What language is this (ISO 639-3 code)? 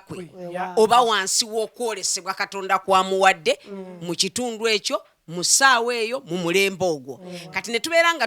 lug